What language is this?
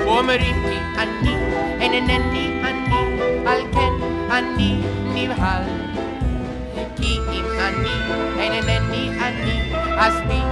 Hebrew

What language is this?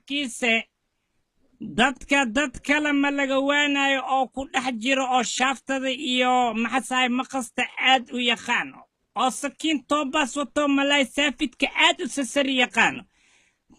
Somali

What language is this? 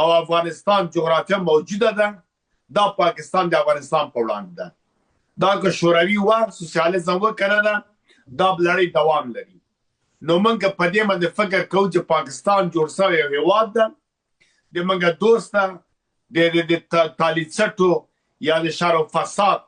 Pashto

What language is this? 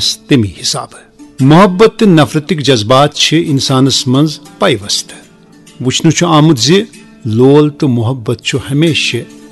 Kashmiri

